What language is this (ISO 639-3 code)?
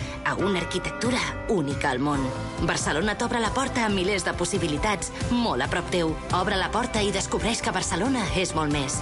cat